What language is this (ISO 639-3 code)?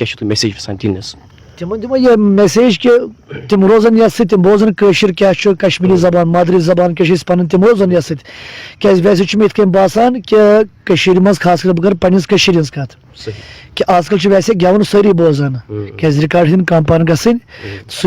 kas